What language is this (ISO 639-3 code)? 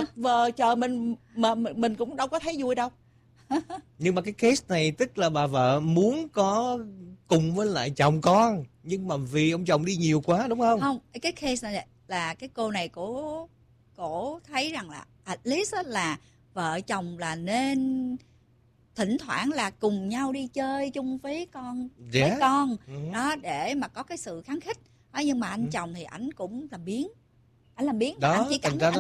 vie